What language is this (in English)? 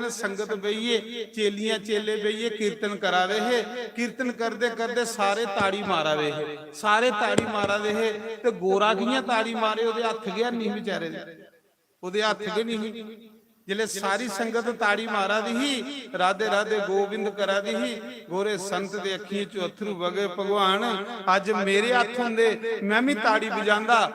Dogri